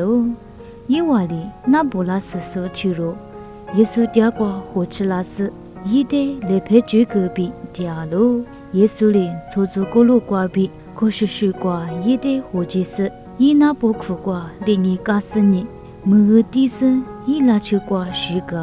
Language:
Lisu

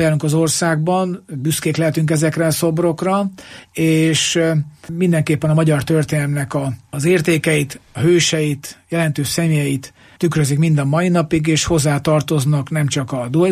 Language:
Hungarian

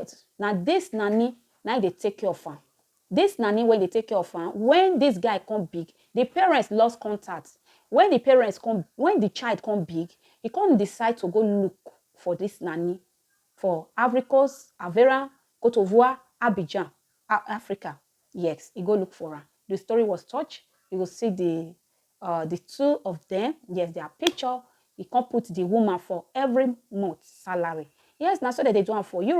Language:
Nigerian Pidgin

